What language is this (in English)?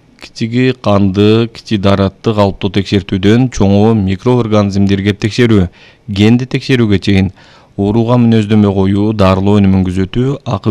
Kyrgyz